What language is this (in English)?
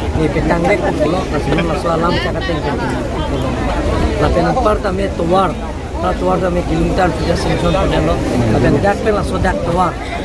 Karbi